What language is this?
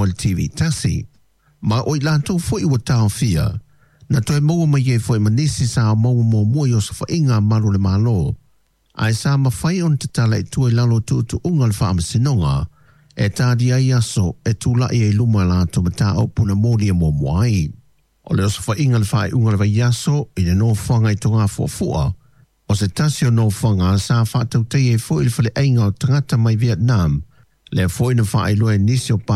Samoan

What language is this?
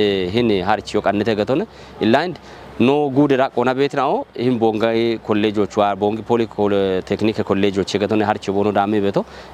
Kafa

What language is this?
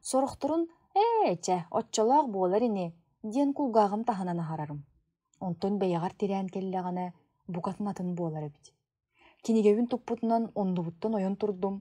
Yakut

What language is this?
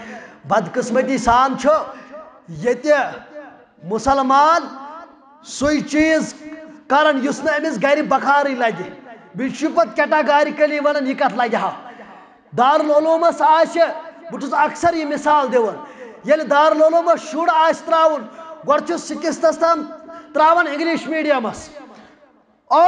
Kashmiri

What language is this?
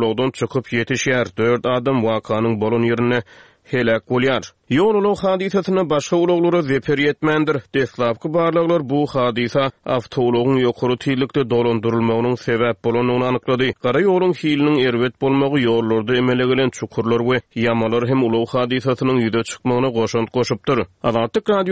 Turkmen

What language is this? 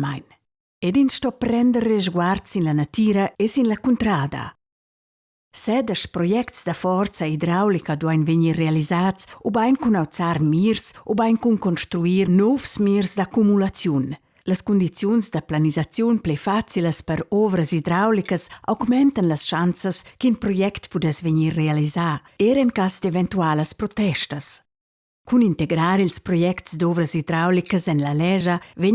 Romansh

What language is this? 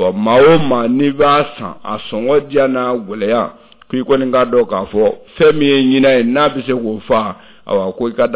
Bambara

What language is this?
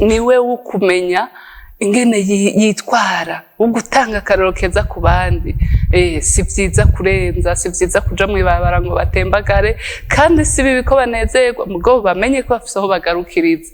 Rundi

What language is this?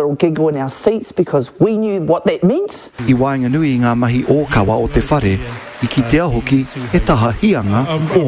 Māori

